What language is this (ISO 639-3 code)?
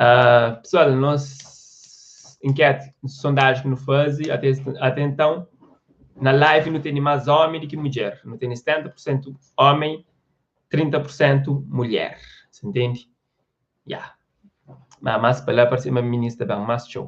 kea